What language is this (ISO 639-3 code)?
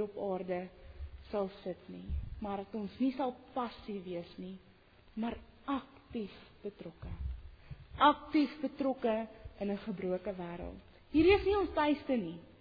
afr